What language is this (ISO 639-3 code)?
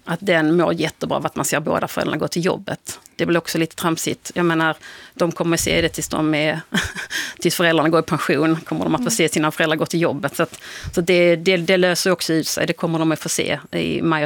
swe